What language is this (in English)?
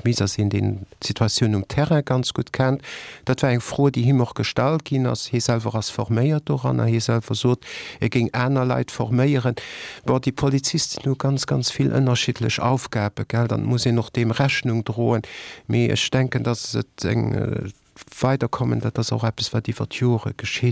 Luxembourgish